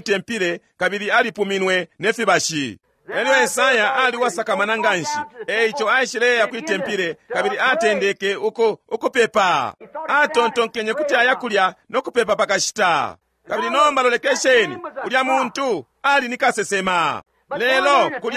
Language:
Bemba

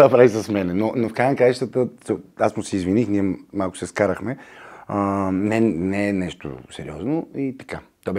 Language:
Bulgarian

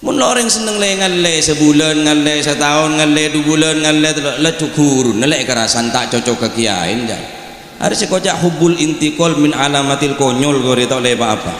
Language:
Madurese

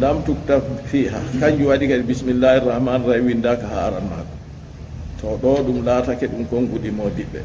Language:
Fula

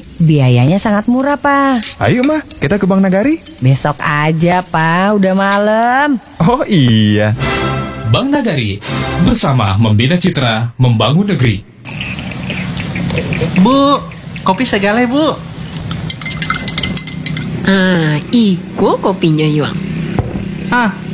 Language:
Indonesian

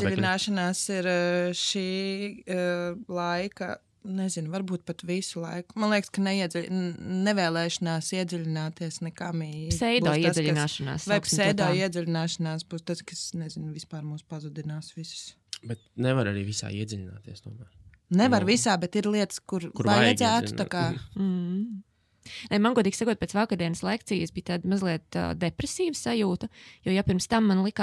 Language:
Latvian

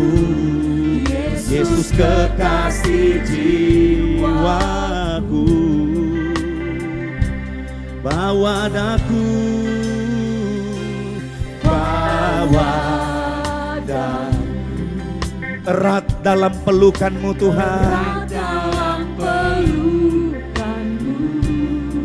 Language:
Indonesian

